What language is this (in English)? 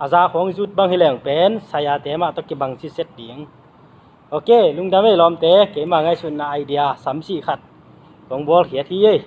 Tedim Chin